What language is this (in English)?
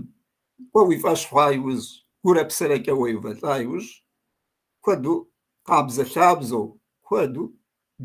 Kabardian